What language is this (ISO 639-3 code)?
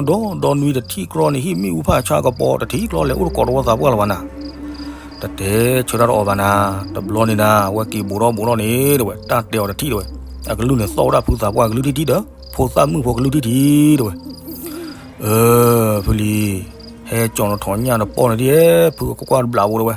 ksw